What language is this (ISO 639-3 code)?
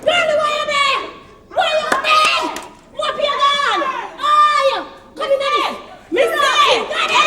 jam